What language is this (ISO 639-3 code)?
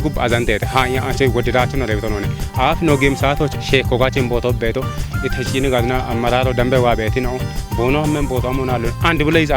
kbr